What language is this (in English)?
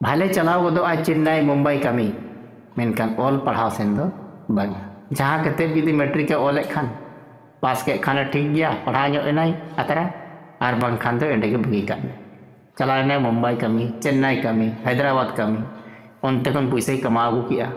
Santali